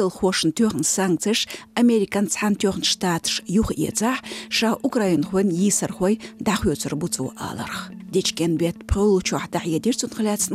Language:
Chechen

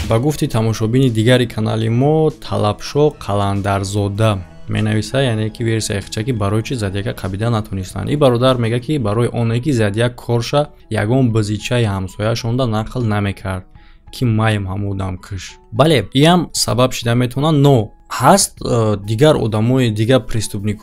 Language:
Tajik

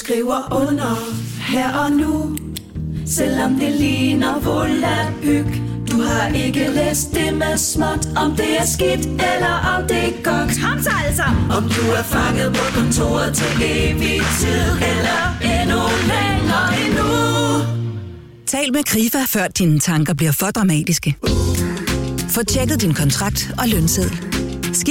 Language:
Danish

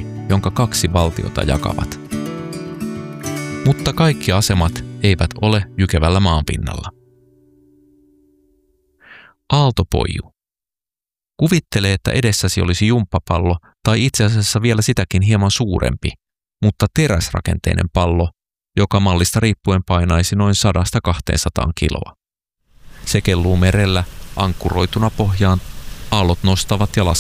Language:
Finnish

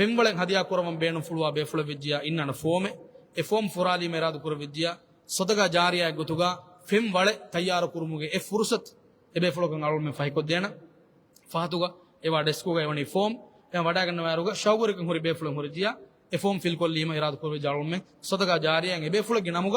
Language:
Divehi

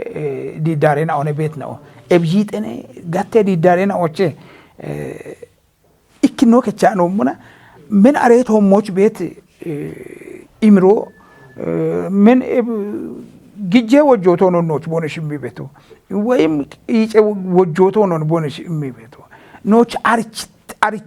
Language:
Kafa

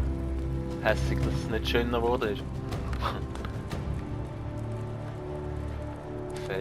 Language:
Swiss German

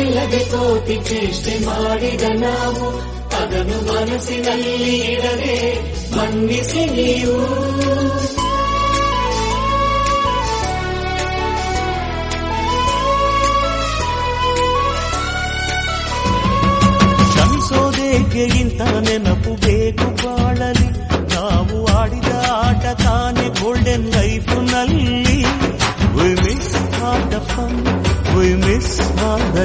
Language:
Kannada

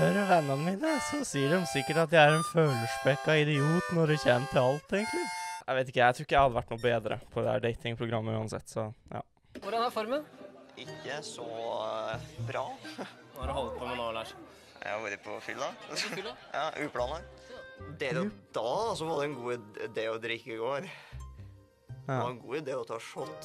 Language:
Norwegian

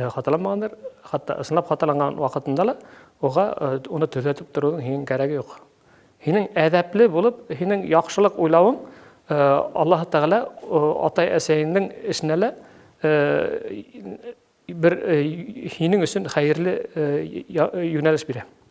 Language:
Bashkir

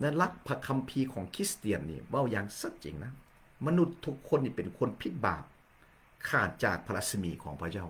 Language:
Lao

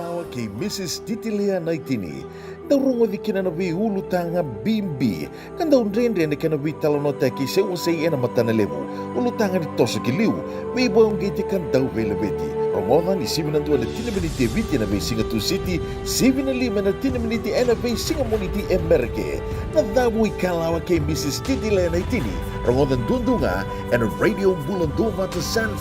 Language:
Fijian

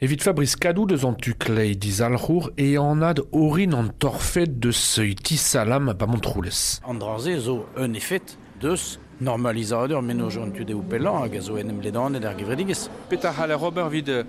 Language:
Breton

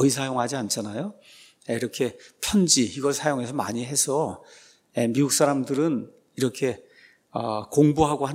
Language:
Korean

